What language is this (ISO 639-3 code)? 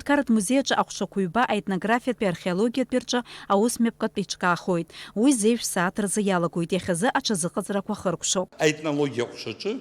abk